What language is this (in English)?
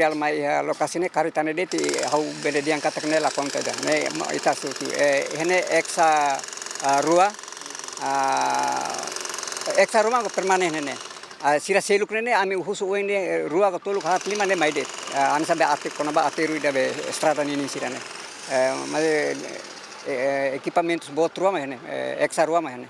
Tetum